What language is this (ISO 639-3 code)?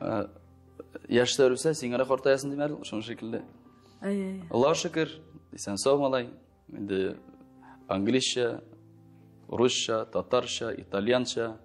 tat